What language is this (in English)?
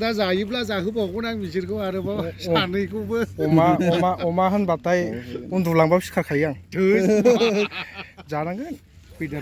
Bodo